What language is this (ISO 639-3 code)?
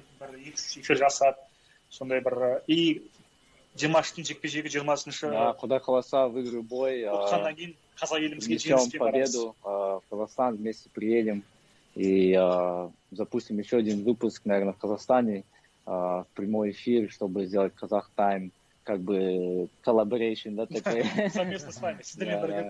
kaz